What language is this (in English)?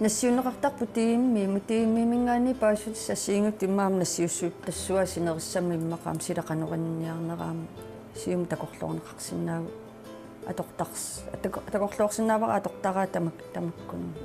Kalaallisut